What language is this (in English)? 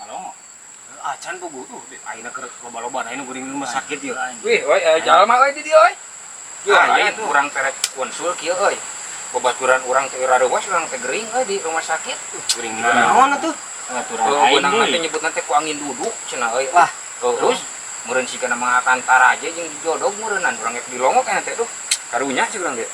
Sundanese